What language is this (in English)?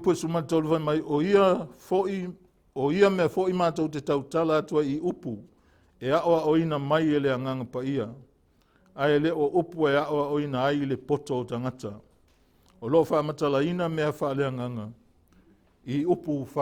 Samoan